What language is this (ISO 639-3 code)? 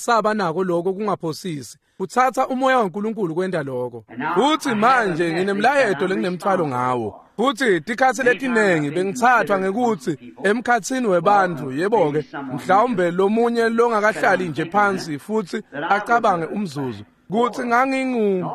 ssw